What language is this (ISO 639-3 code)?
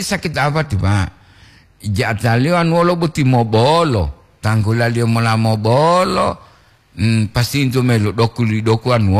gor